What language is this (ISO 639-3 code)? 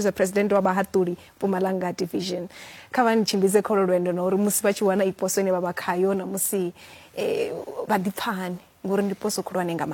ven